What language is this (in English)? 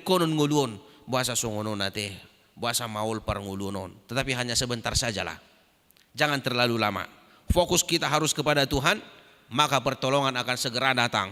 Batak Toba